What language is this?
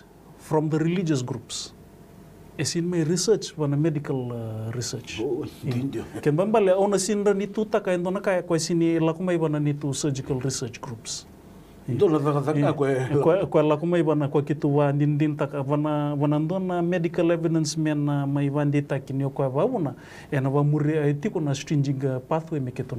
Fijian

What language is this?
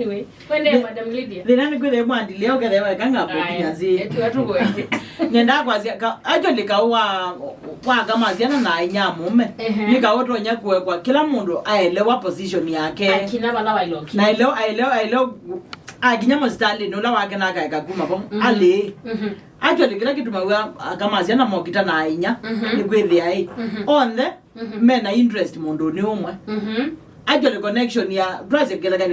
Kamba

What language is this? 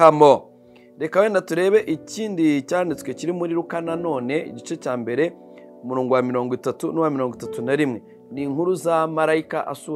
Kinyarwanda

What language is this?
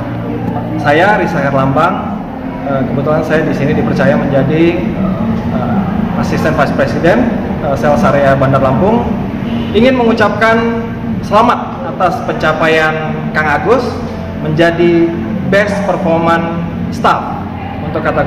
Indonesian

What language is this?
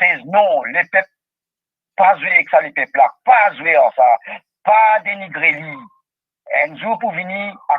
Morisyen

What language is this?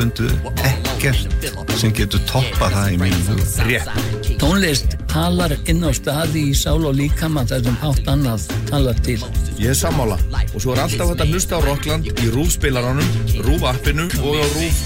Icelandic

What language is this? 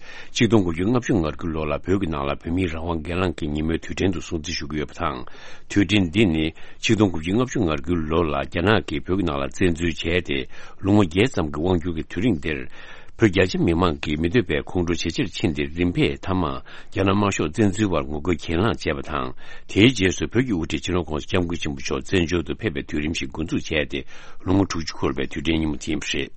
Tibetan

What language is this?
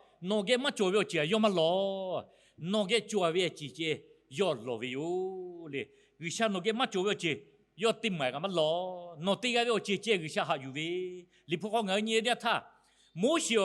Lahu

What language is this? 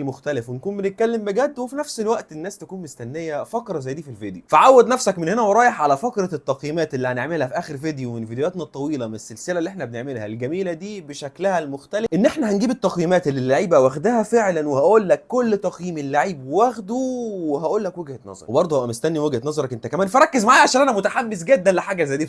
Egyptian Arabic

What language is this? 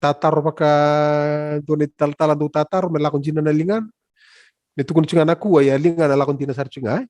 Fijian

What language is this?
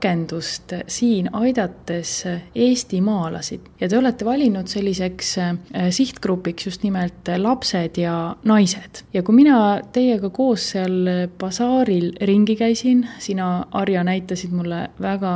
Estonian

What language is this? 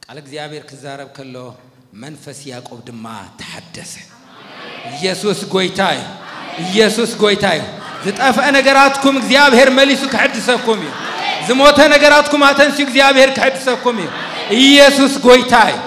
Tigrinya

